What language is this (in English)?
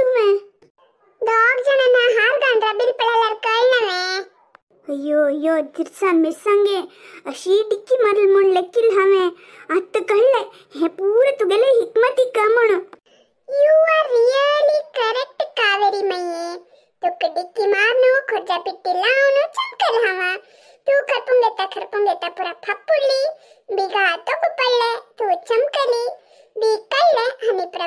Konkani